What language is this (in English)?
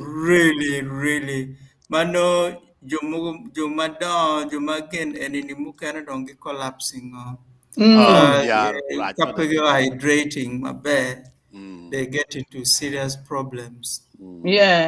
Acoli